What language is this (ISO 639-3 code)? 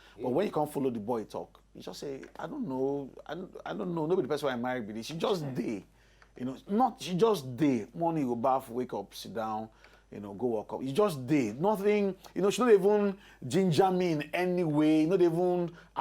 pcm